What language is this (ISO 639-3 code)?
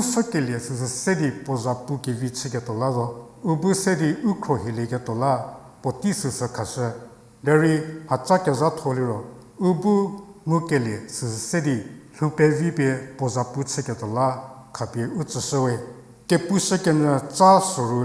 njm